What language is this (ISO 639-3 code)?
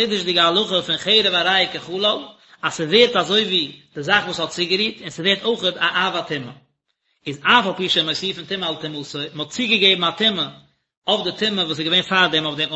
yid